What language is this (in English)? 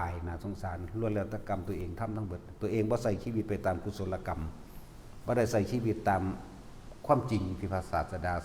Northeastern Thai